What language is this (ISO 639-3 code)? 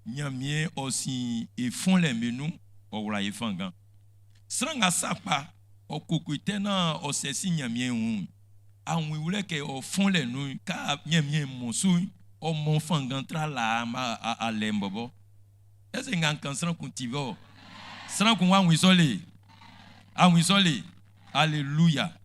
bci